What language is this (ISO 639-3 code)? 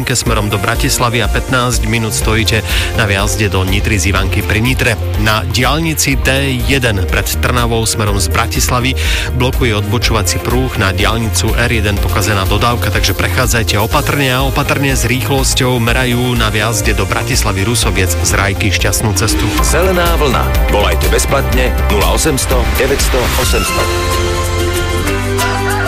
slk